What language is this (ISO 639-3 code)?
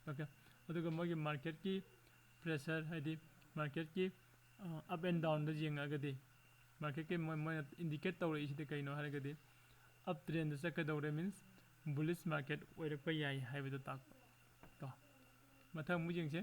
mni